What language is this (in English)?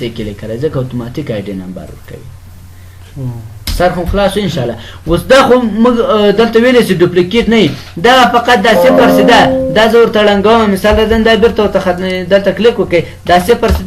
Pashto